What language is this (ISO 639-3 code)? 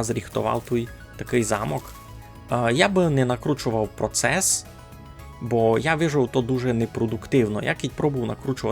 rue